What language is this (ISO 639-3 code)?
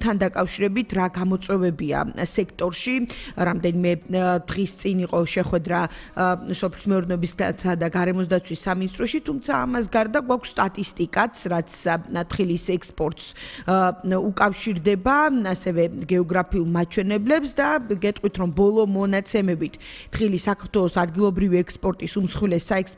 kat